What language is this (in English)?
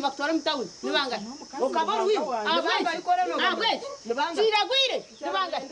Nyankole